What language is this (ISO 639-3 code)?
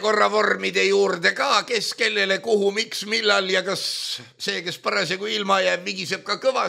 est